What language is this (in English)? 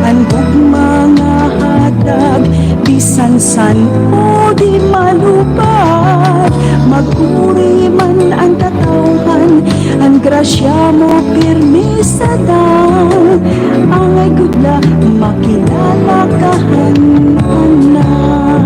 Waray